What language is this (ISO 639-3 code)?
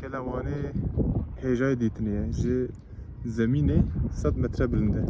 kur